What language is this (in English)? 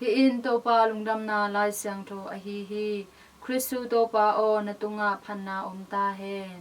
Tedim Chin